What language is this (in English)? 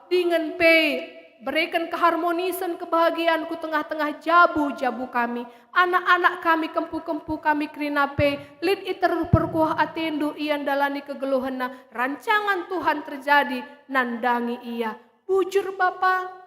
Batak Karo